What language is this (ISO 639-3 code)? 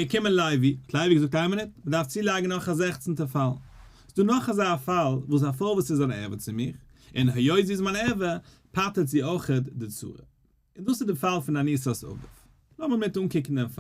yid